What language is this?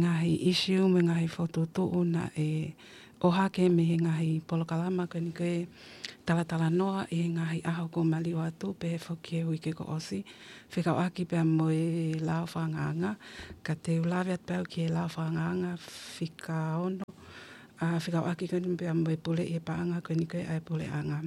Tongan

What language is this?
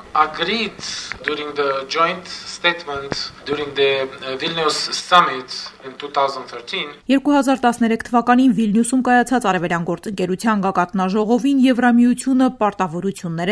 Armenian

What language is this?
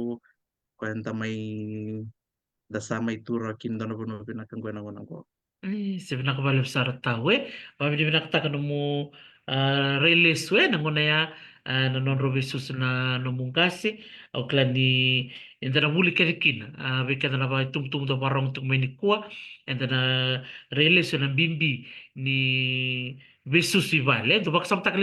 Fijian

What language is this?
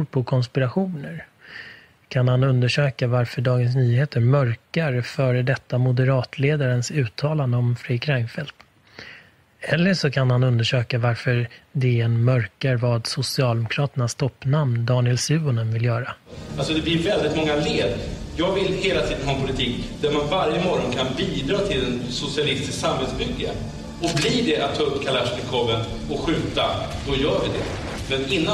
Swedish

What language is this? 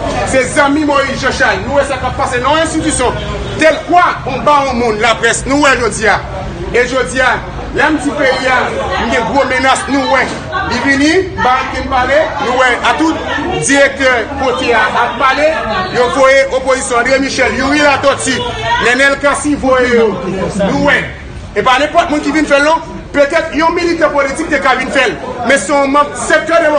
Haitian Creole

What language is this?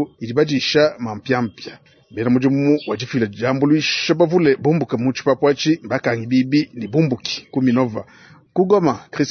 Luba-Lulua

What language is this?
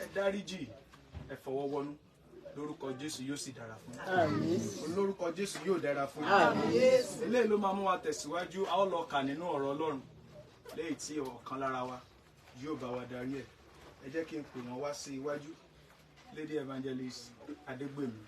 Yoruba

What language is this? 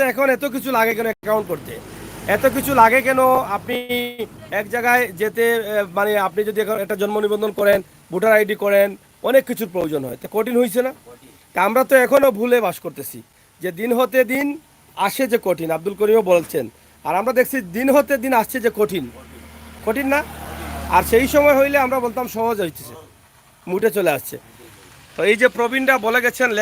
Sylheti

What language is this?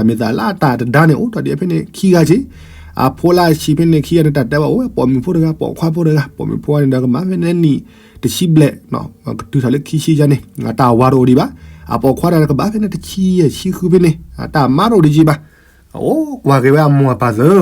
S'gaw Karen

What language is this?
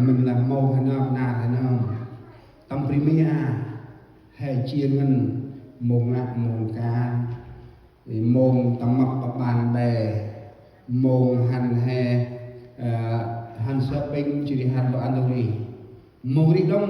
Central Mnong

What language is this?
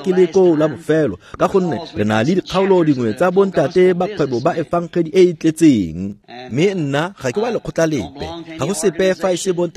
Tswana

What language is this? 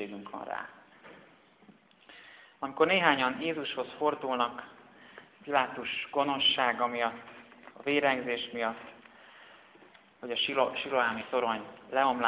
Hungarian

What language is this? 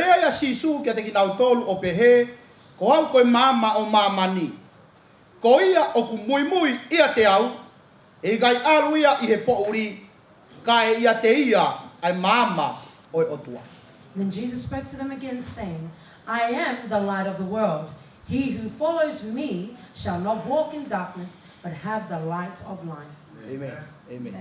Tongan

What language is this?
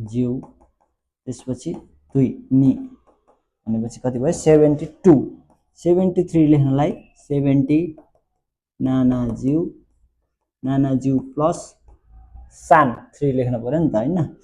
Nepali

